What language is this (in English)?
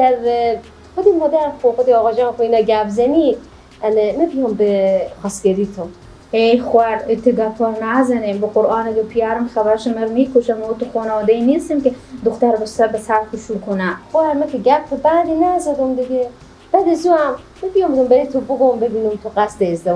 Persian